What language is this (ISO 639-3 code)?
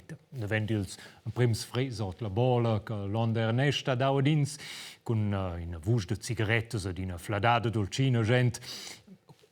roh